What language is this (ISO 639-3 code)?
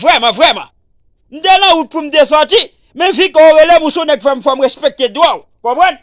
hat